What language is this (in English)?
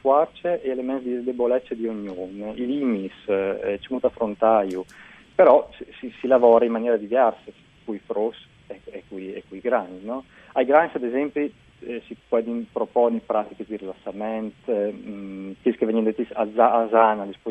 Friulian